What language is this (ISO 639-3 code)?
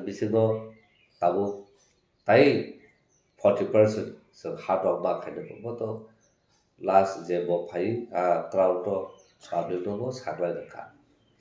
trp